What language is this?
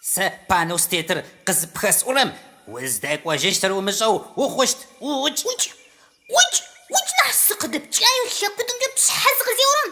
Adyghe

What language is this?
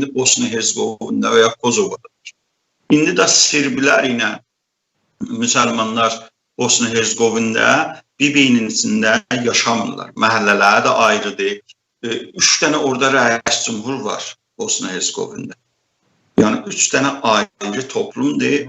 South Azerbaijani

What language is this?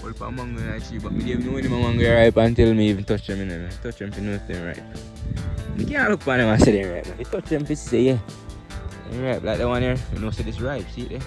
Jamaican Creole English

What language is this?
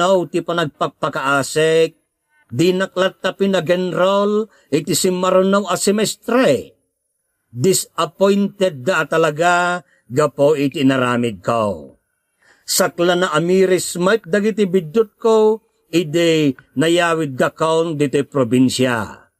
Iloko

